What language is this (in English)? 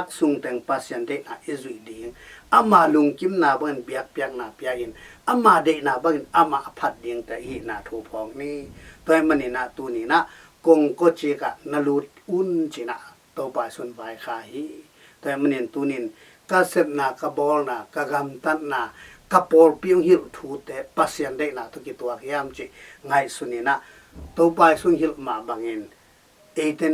Tedim Chin